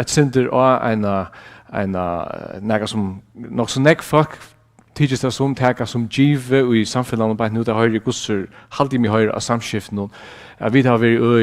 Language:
Faroese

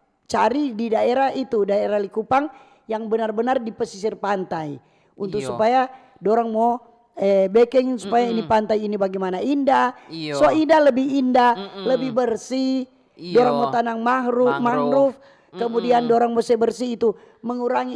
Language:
Manado Malay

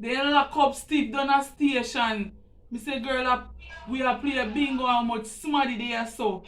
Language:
Jamaican Creole English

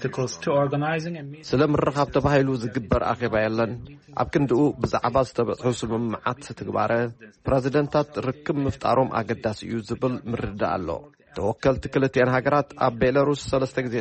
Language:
Tigrinya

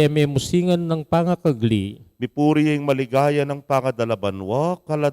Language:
Pampanga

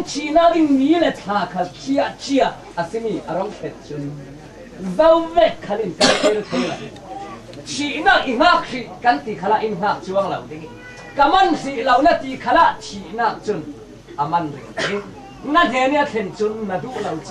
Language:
Hakha Chin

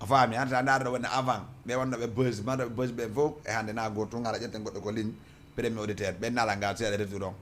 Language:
Fula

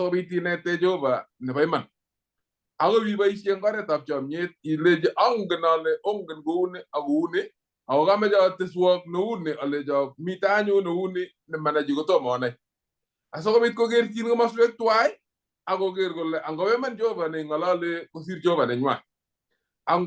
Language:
Kalenjin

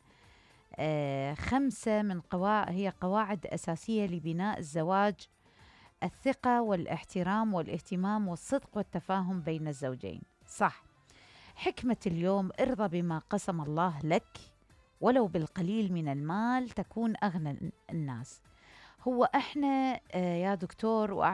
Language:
Mesopotamian Arabic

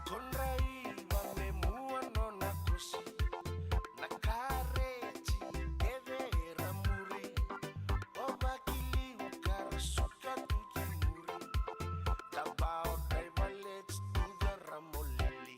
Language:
Fijian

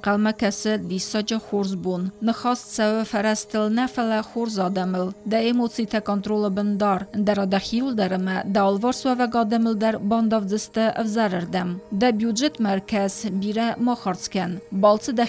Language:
Ossetic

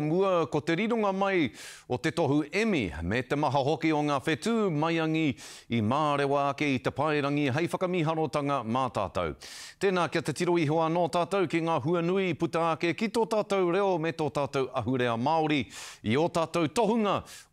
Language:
Māori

